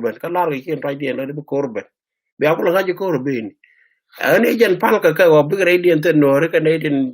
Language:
Nuer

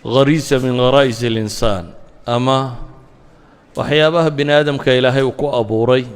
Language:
Somali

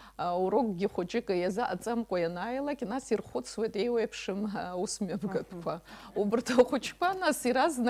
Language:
Abkhazian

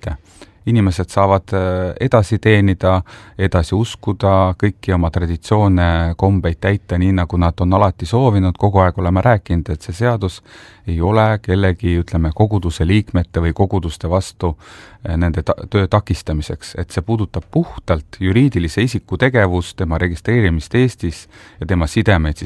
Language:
Estonian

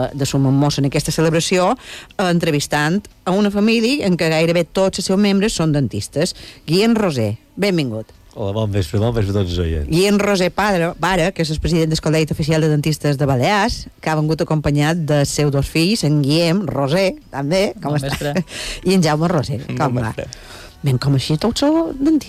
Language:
Catalan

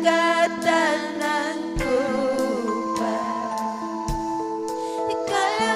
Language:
Ayacucho Quechua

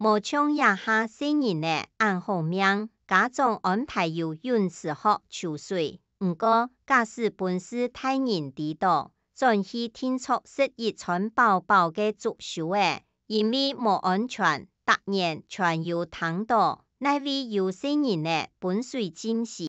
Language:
Hakka Chinese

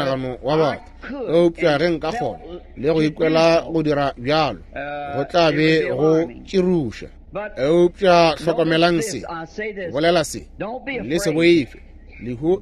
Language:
Northern Sotho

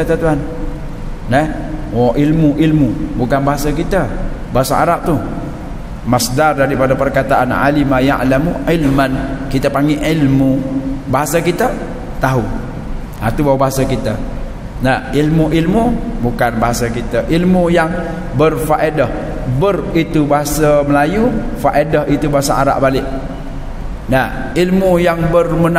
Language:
Malay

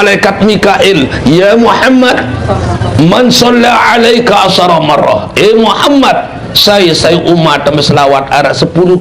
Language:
Sasak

